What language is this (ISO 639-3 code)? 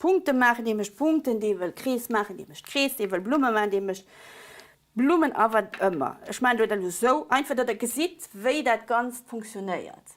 ltz